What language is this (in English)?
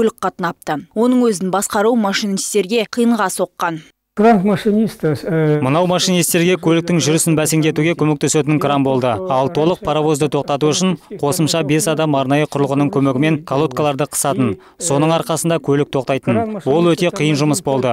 Kazakh